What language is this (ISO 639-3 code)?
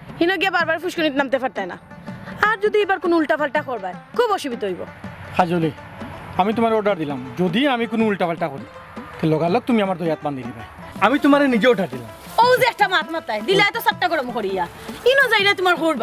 syl